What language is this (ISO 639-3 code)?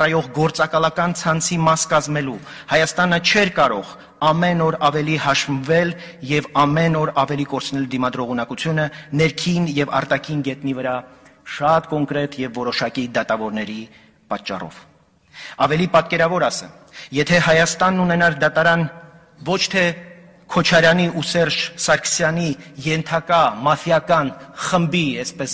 hye